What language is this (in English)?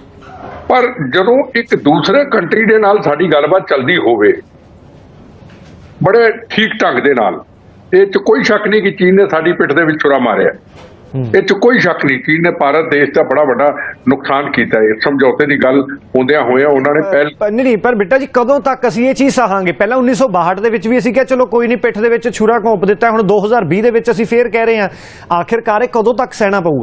Punjabi